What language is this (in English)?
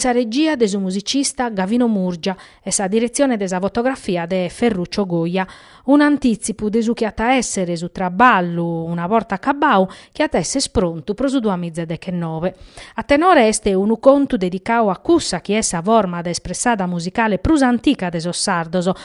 Sardinian